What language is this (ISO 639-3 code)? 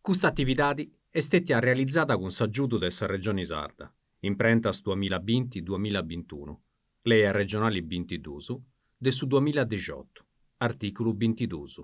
srd